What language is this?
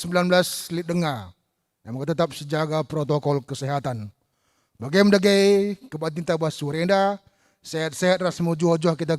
Batak Karo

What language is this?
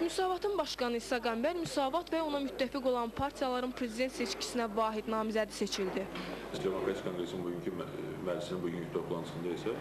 Azerbaijani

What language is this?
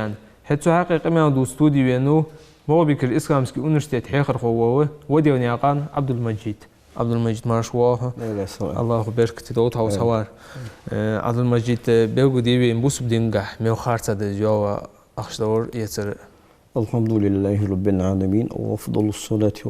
Ingush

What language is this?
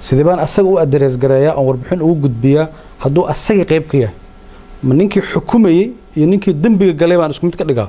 Somali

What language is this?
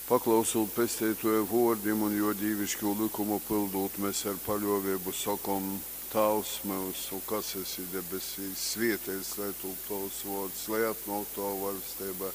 Latgalian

